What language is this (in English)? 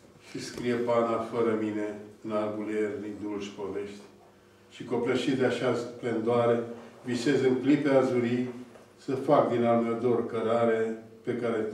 Romanian